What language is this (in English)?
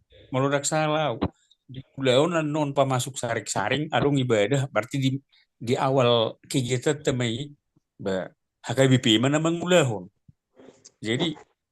Batak Toba